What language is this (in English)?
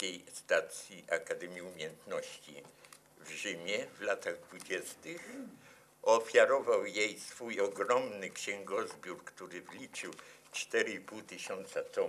Polish